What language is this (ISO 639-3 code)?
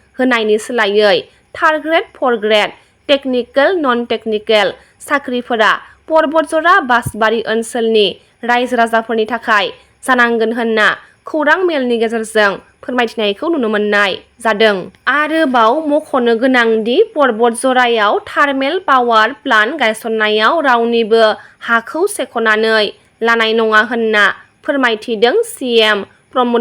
brx